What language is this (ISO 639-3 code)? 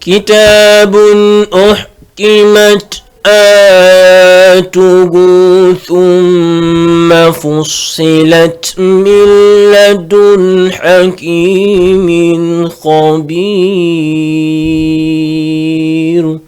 ful